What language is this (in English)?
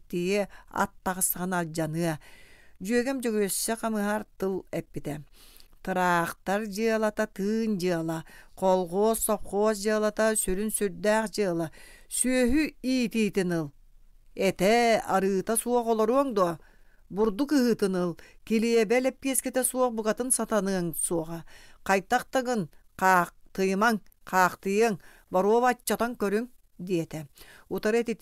Yakut